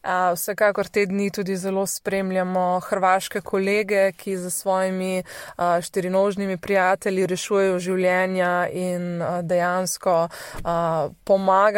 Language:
Slovenian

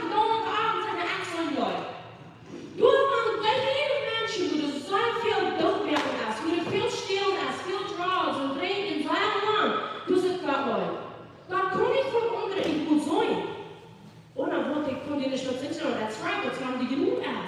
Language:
Plautdietsch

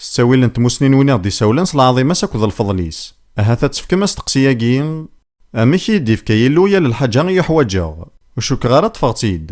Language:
Kabyle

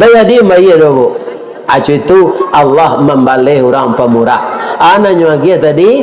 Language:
Minangkabau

